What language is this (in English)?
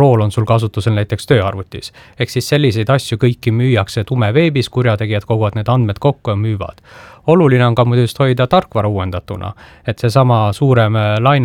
Estonian